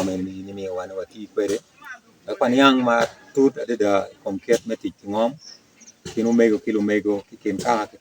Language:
Acoli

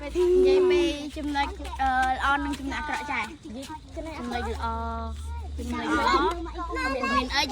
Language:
Khmer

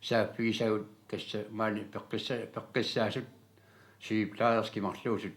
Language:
Kalaallisut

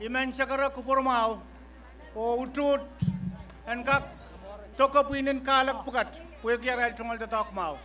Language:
Pohnpeian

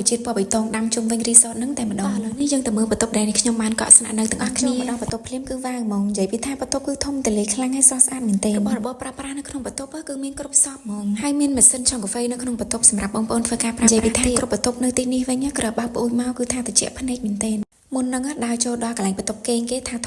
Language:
Khmer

